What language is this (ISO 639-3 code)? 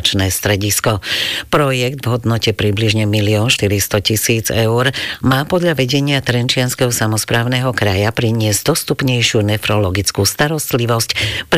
slk